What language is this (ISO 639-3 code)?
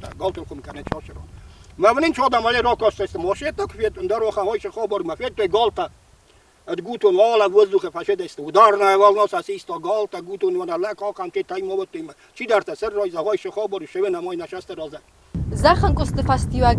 oss